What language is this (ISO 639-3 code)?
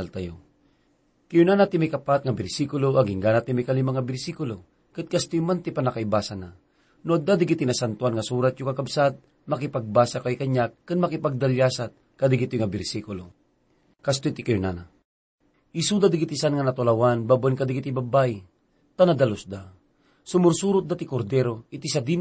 ilo